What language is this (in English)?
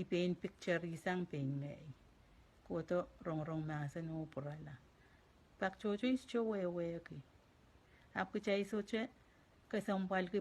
Pohnpeian